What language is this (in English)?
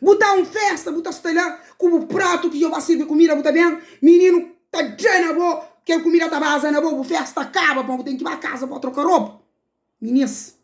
Kabuverdianu